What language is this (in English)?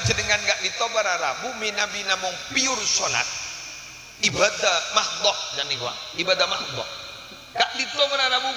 Madurese